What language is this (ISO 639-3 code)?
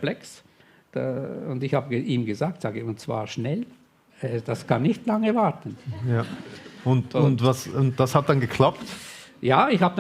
gsw